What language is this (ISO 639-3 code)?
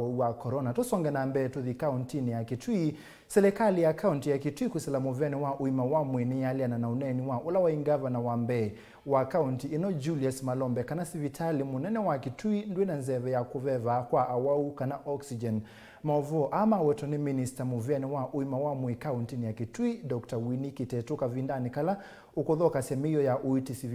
kam